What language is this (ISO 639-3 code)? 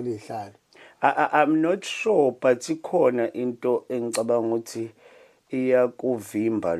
zul